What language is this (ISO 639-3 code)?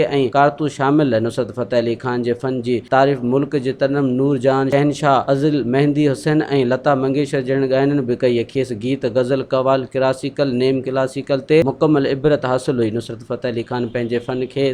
snd